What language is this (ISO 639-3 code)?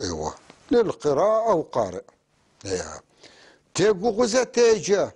apc